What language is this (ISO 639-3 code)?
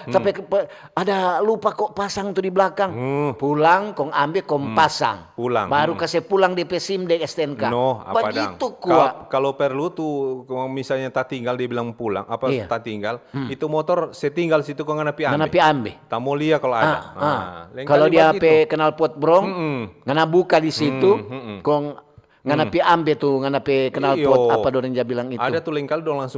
xmm